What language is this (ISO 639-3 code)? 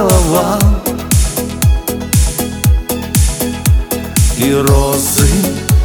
rus